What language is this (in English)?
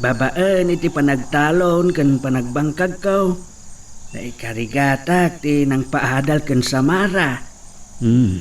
Iloko